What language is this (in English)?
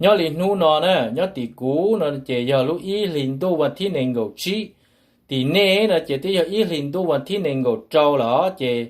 Hmong